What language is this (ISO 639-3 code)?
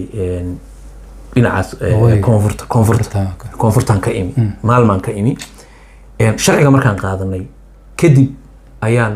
som